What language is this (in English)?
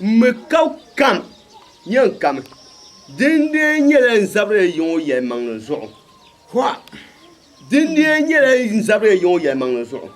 Dagbani